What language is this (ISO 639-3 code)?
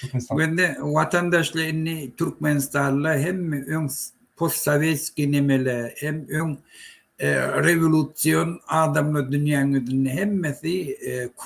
tuk